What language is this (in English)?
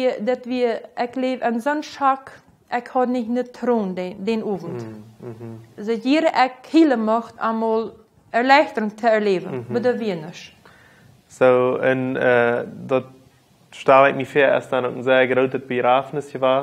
Plautdietsch